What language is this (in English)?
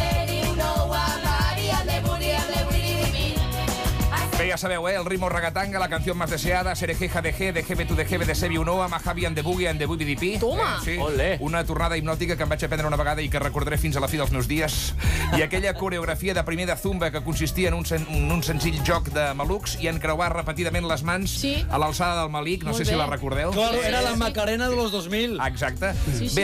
Catalan